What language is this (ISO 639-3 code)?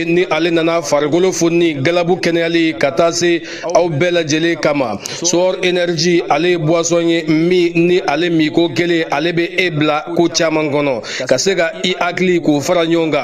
bam